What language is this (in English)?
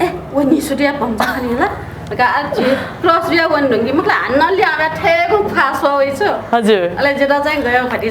Newari